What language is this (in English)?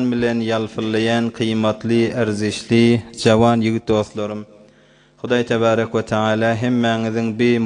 Turkmen